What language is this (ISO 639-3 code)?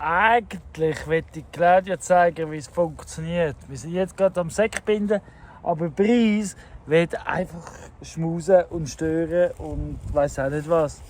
gsw